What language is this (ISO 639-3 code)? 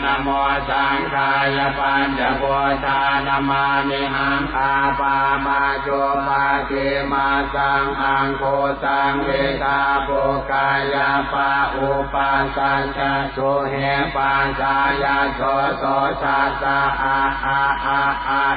pli